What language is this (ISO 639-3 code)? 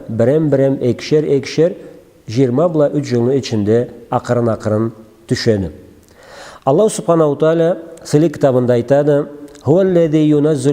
krc